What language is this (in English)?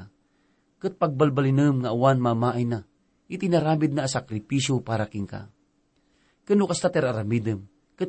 Iloko